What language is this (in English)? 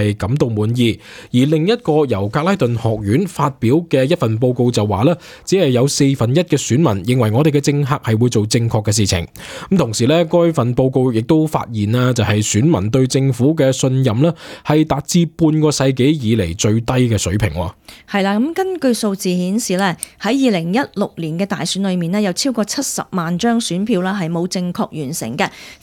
Cantonese